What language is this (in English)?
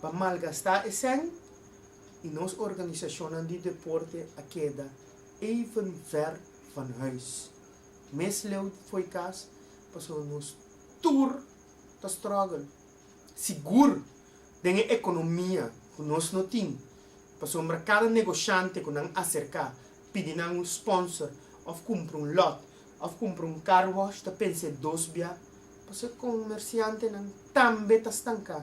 Papiamento